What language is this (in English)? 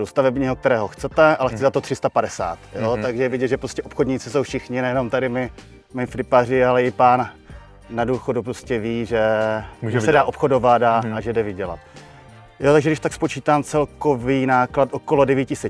Czech